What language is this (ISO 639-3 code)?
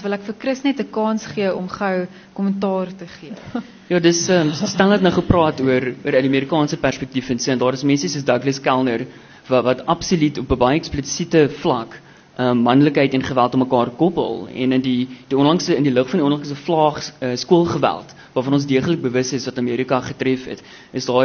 afr